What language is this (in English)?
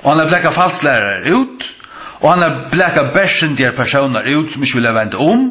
Faroese